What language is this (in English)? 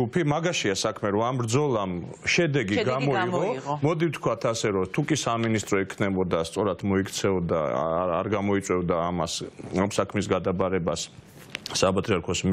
Georgian